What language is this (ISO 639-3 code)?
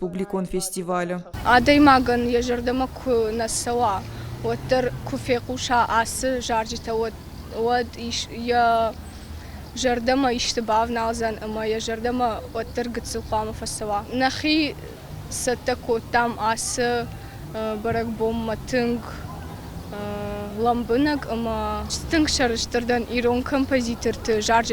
oss